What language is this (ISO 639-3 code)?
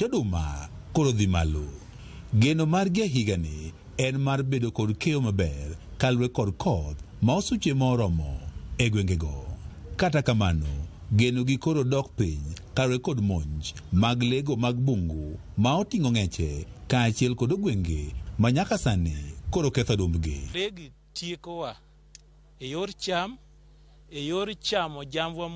luo